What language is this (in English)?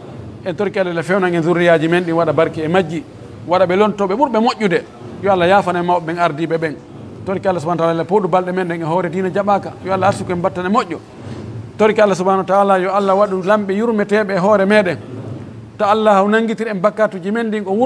Pular